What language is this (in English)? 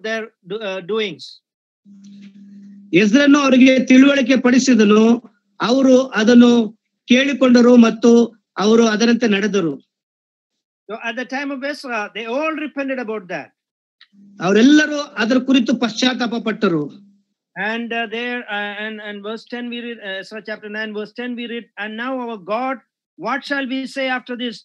Kannada